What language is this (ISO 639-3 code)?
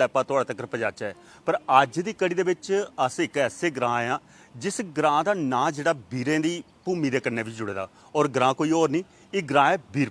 doi